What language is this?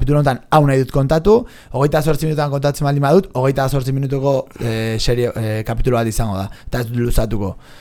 Basque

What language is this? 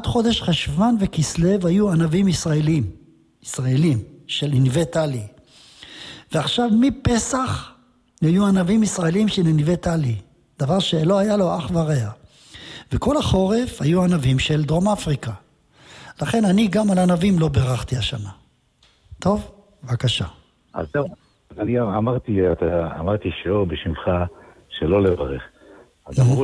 Hebrew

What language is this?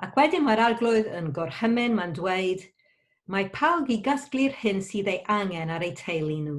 Welsh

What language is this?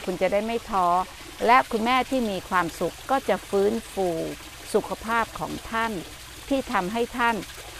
Thai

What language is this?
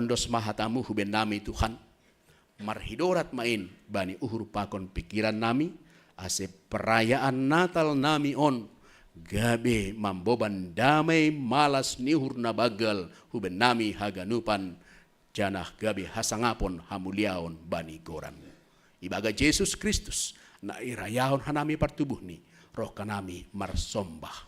Batak Simalungun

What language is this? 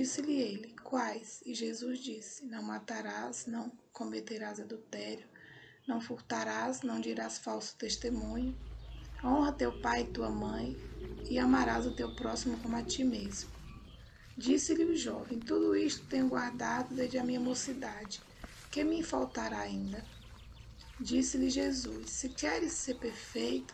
Portuguese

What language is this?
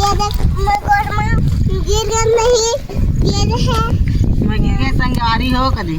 Chhattisgarhi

